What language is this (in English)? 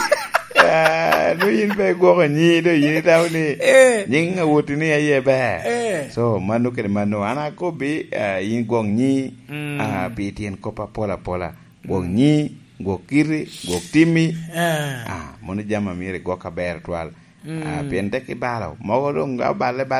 Lango (Uganda)